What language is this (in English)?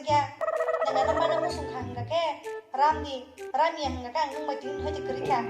Kok Borok